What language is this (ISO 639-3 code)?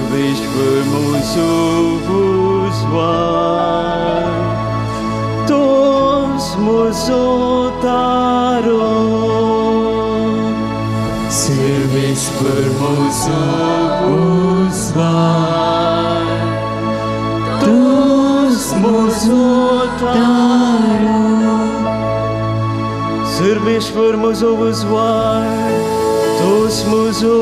kok